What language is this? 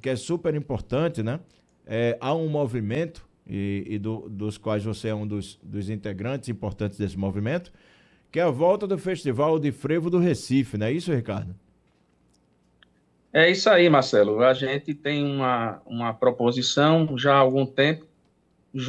Portuguese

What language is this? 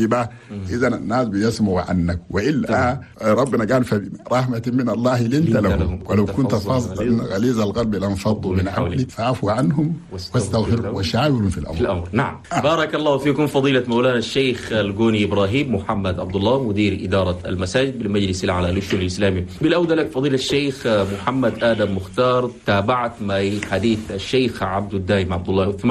Chadian Arabic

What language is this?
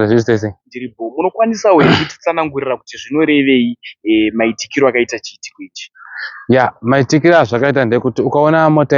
Shona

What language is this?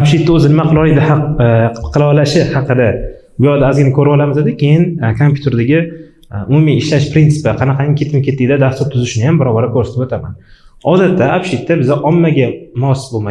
Uzbek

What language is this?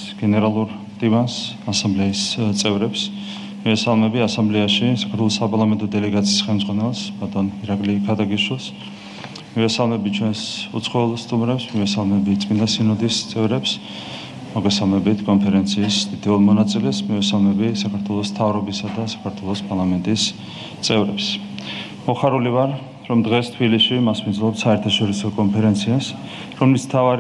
Georgian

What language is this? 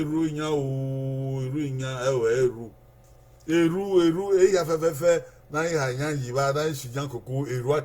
Bini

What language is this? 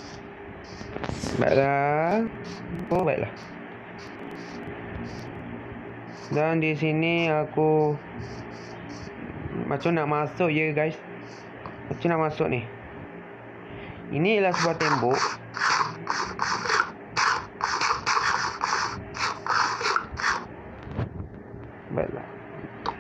Malay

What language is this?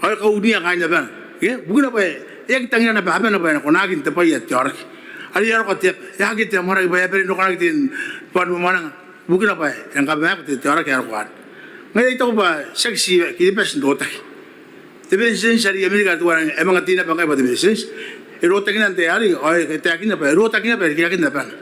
Gilbertese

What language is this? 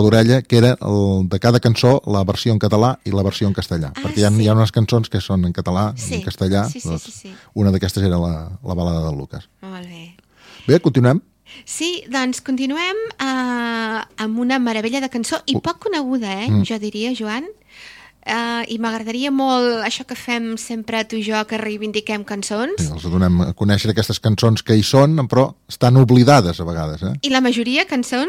Catalan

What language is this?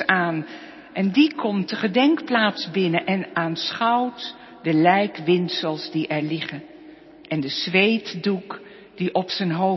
Dutch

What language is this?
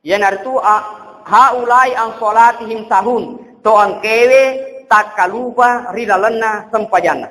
Buginese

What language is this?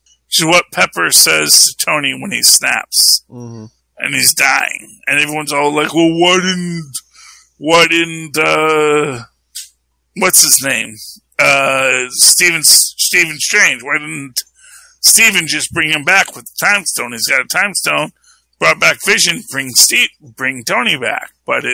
English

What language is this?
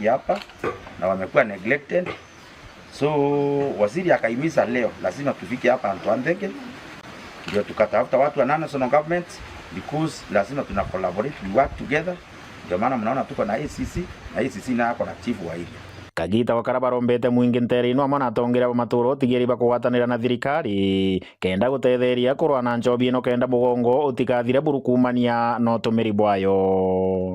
Meru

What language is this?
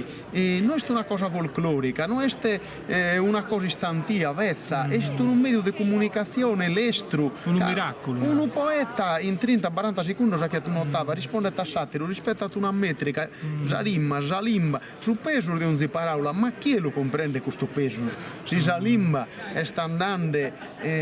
Sardinian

